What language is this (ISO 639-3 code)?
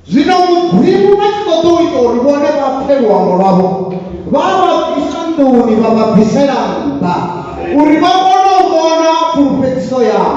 ven